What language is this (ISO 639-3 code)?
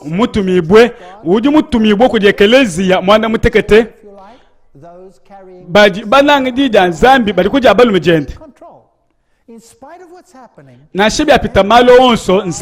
lua